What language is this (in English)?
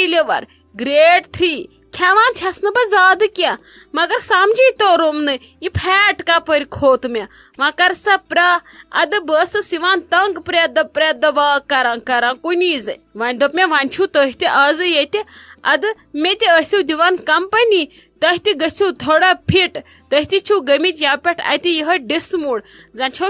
Kashmiri